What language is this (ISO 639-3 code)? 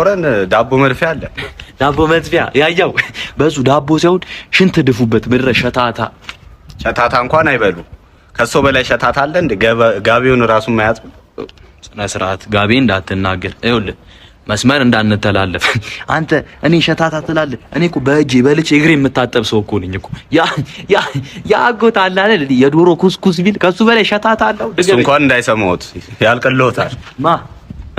amh